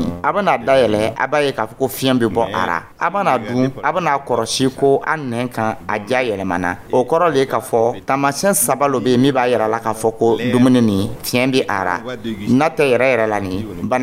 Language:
Dyula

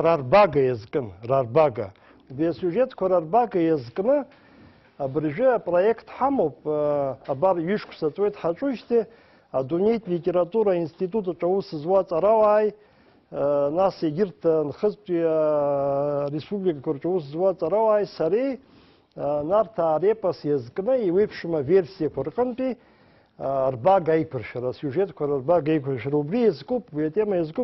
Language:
Abkhazian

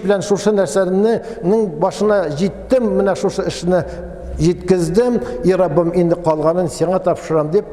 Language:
Tatar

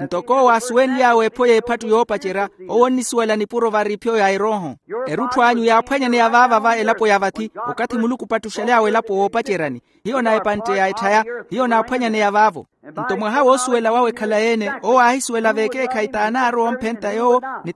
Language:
Makhuwa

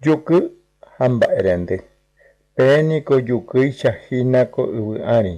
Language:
Guarani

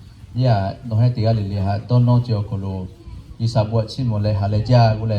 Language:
Lahu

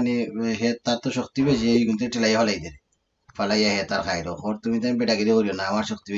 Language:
Sylheti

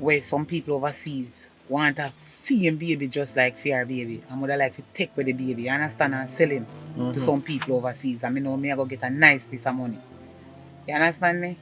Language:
Jamaican Creole English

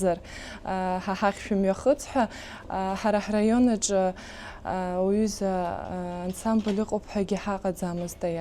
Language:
Abkhazian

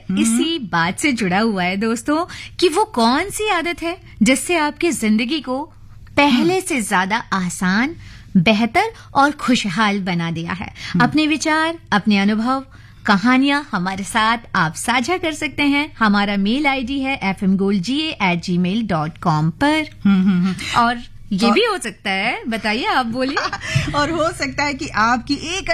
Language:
Hindi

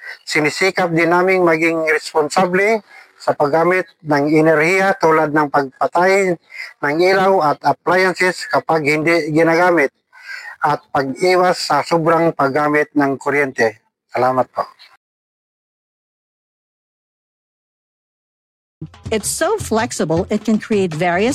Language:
Filipino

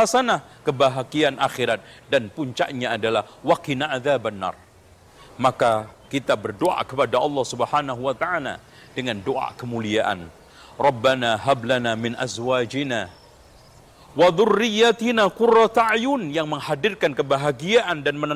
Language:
Indonesian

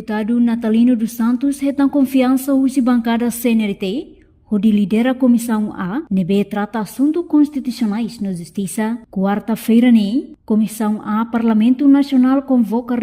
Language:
Tetum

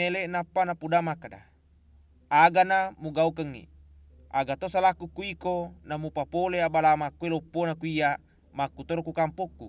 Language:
Buginese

